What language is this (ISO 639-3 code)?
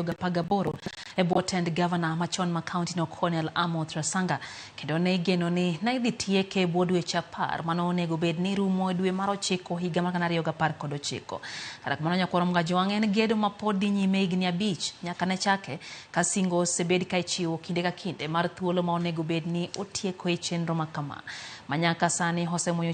luo